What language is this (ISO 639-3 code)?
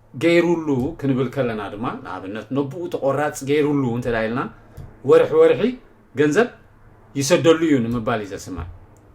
tir